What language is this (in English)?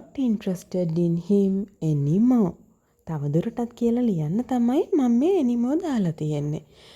Sinhala